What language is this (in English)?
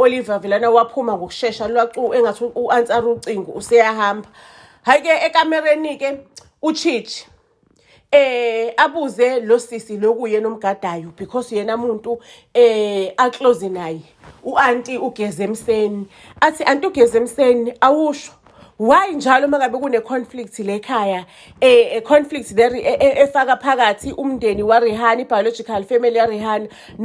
Zulu